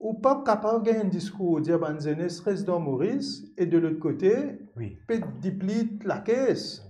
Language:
Morisyen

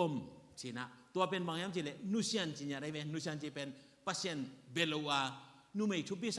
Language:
Tedim Chin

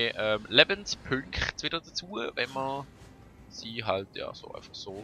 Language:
Swiss German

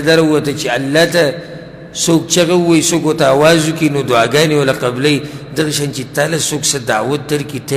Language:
Pashto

